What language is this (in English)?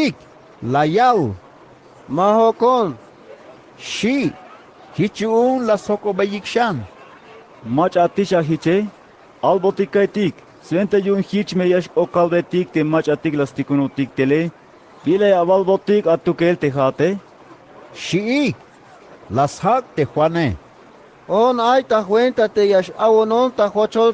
Tzeltal